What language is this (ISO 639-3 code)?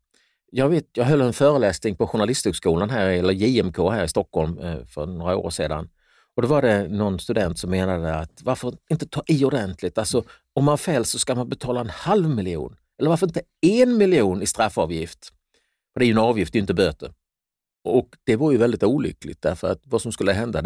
swe